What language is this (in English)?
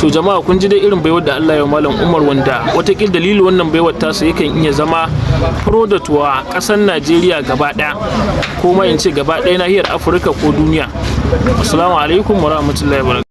Hausa